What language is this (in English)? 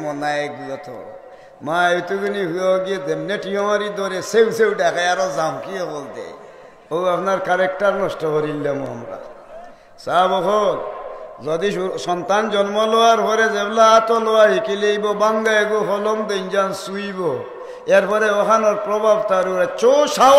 Sylheti